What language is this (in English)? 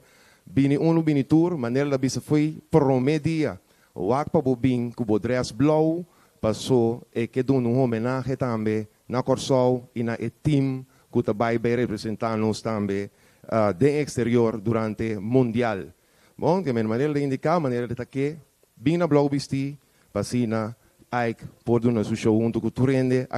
Papiamento